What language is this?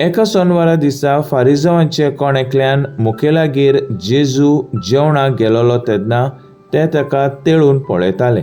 Konkani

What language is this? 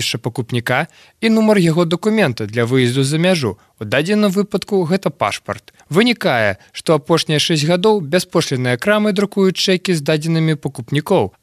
Belarusian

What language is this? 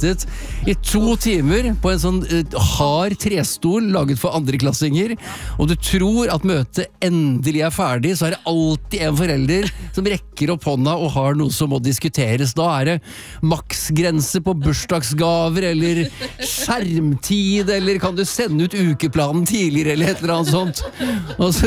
Norwegian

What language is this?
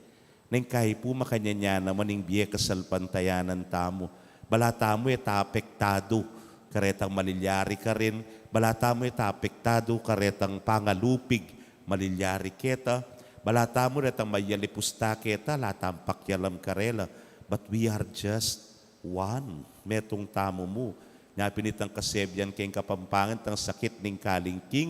Pampanga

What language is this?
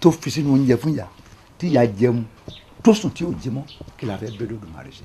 Yoruba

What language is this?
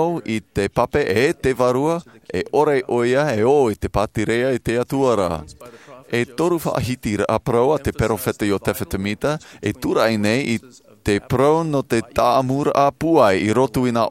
Tahitian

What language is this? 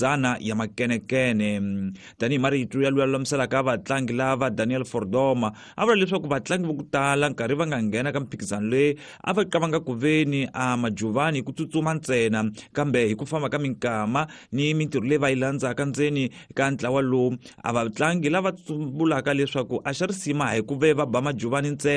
Tsonga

